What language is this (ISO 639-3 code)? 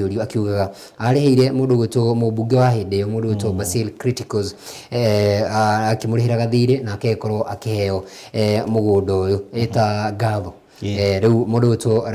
kik